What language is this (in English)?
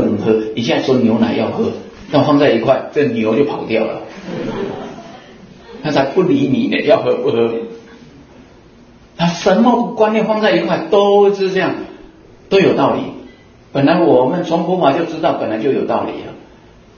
Chinese